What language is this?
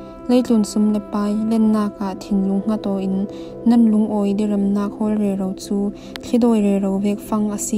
Falam Chin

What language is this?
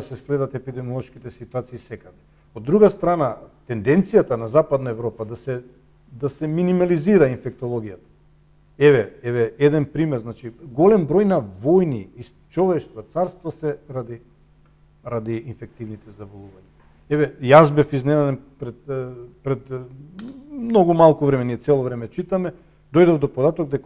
Macedonian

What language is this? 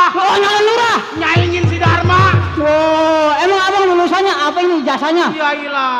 Betawi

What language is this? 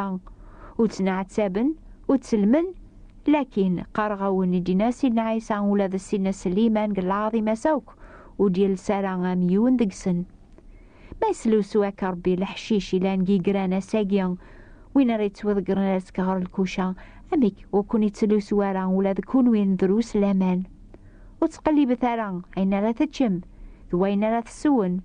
Kabyle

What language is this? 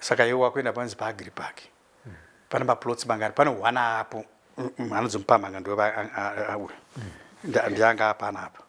Shona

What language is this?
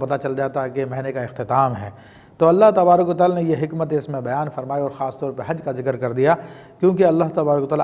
Urdu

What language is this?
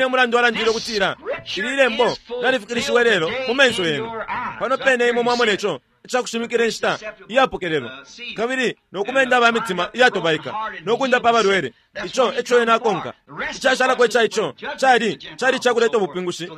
Bemba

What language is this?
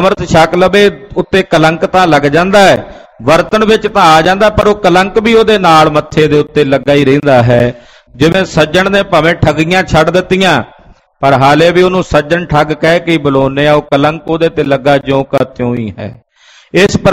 Punjabi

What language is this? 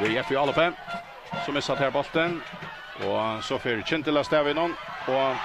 Faroese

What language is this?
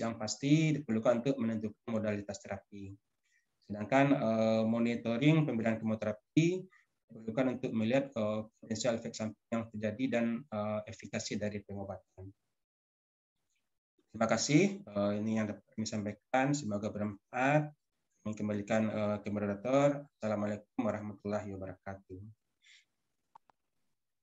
Indonesian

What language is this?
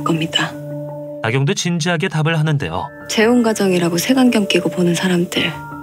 Korean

